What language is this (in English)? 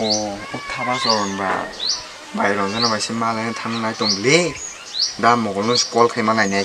Kok Borok